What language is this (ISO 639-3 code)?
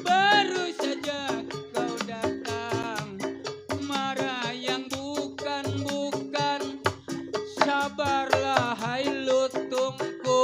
bew